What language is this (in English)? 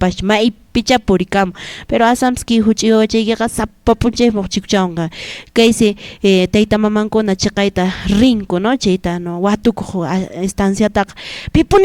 Quechua